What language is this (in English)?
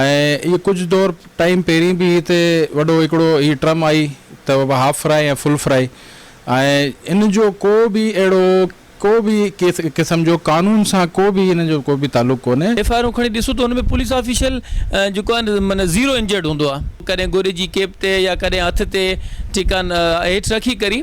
Sindhi